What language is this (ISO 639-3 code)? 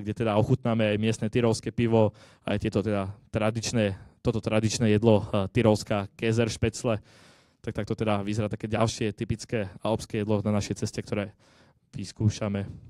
slk